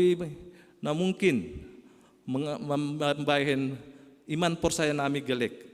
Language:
Batak Simalungun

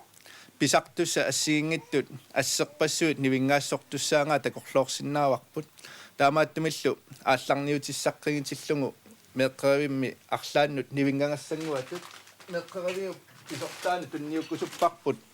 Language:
Kalaallisut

